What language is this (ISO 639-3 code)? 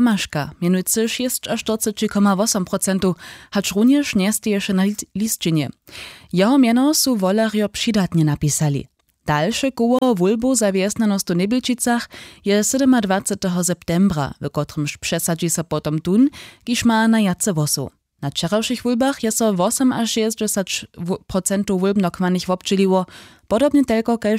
hsb